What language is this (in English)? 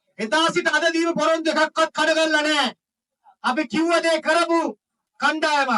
Sinhala